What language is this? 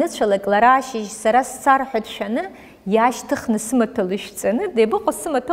Abkhazian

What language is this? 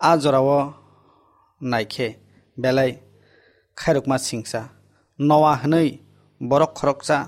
Kok Borok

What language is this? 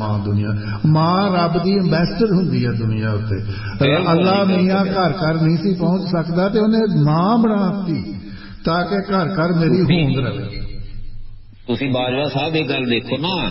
Punjabi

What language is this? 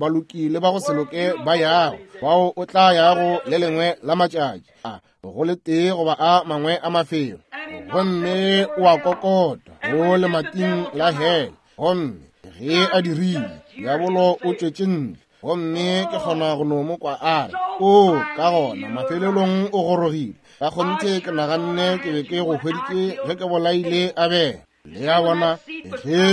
Northern Sotho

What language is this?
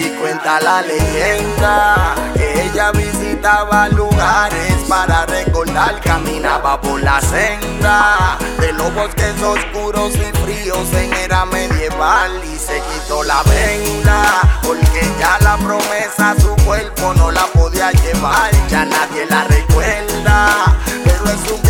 Spanish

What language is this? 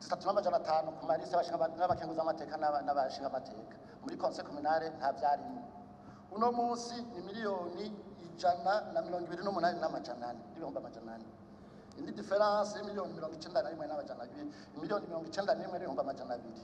Rundi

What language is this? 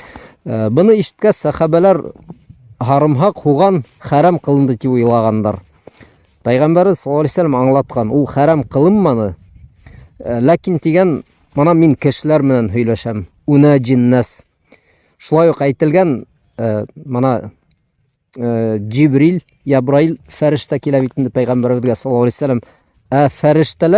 Bashkir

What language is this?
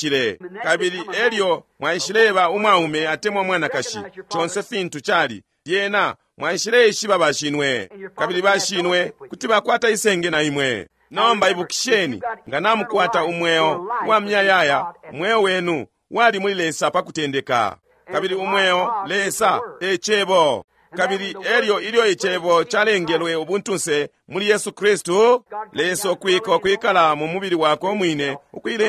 Bemba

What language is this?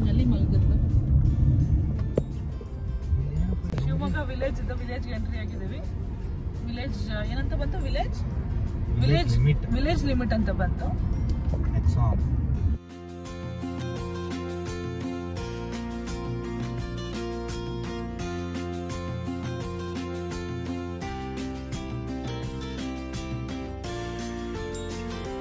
Kannada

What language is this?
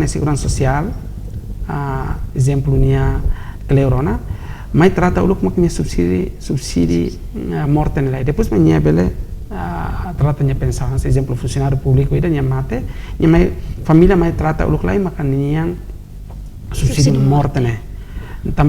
Tetum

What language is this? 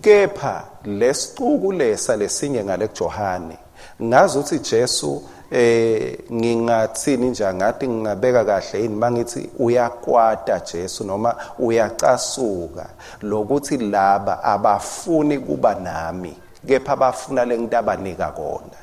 Swati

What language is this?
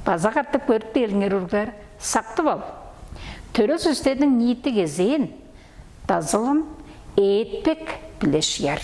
Tuvinian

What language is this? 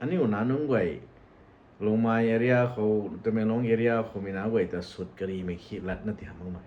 Rongmei Naga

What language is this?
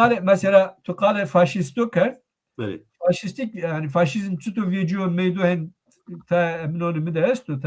Zaza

